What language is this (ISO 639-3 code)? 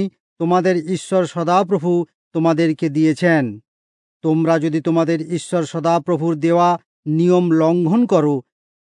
ben